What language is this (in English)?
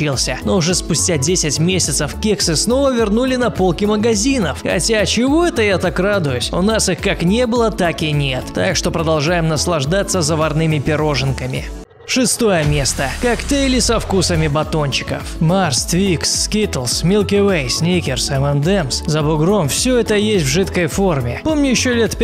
Russian